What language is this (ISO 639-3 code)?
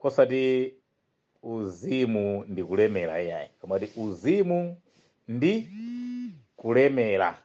nya